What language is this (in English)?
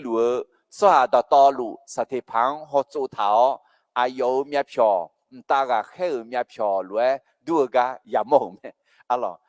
Akha